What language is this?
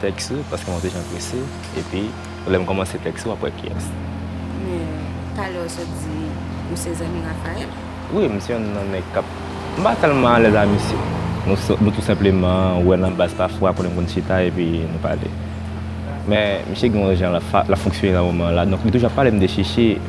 Haitian Creole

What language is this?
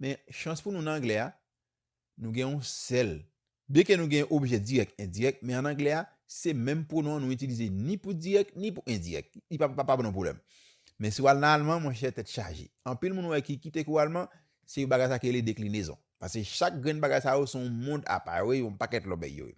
Haitian Creole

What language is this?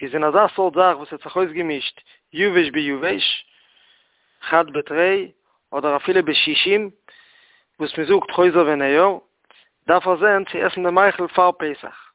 Yiddish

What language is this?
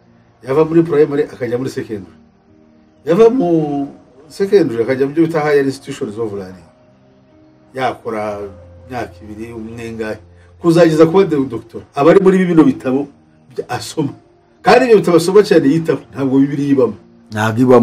Kinyarwanda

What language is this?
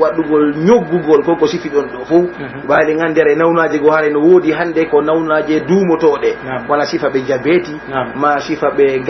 Pular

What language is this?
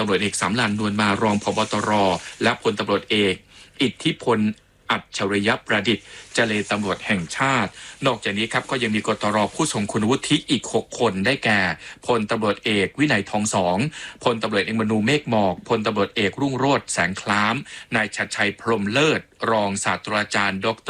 Thai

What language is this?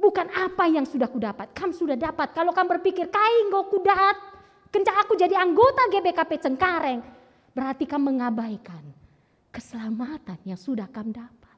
Batak Karo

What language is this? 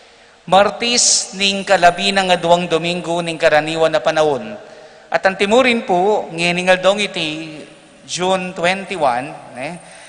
Pampanga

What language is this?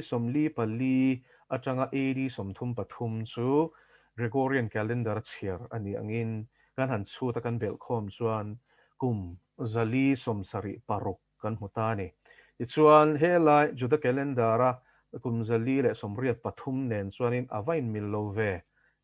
Mizo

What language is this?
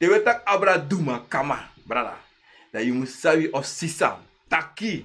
Sranan Tongo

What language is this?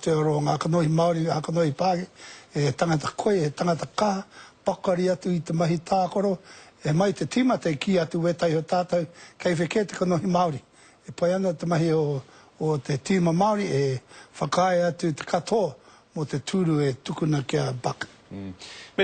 Māori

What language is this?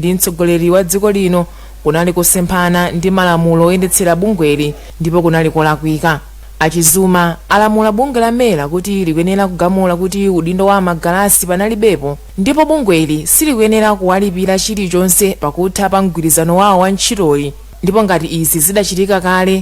Nyanja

